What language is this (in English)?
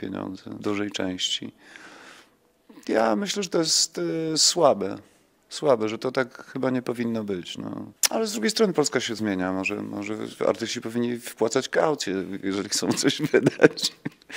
Polish